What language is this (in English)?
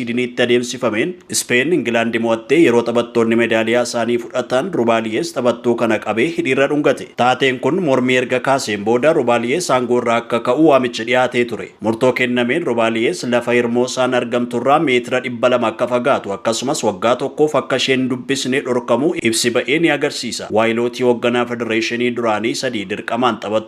Oromo